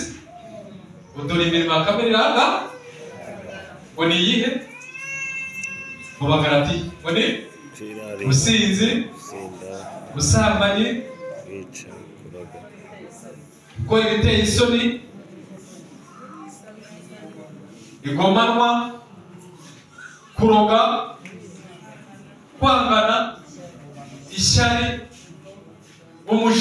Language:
Kinyarwanda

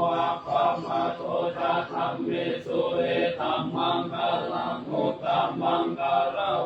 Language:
Pali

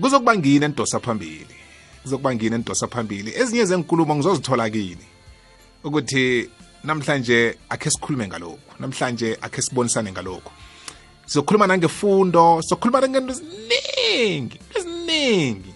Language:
South Ndebele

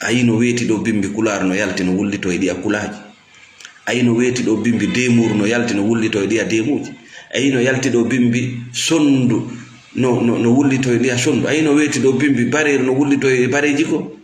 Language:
Fula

